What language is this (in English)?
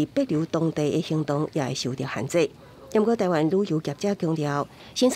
Min Nan Chinese